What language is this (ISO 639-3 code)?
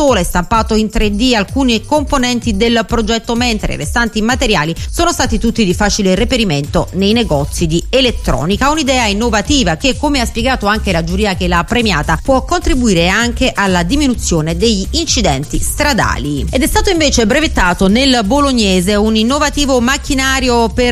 ita